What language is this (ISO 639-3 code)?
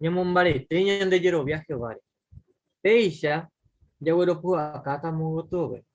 grn